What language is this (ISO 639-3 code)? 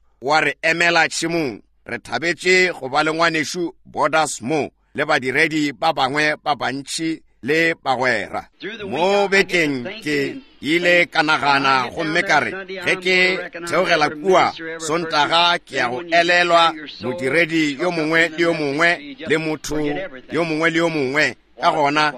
nso